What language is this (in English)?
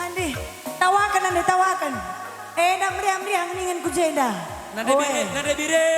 Batak Karo